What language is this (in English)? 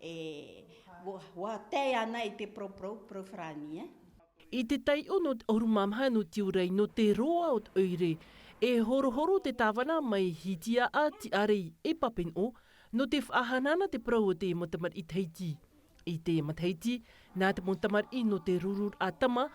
Tahitian